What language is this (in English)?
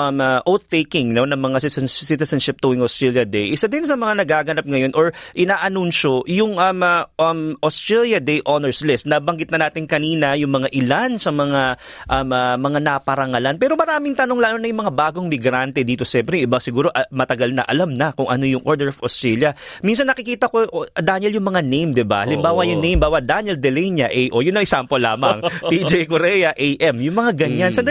Filipino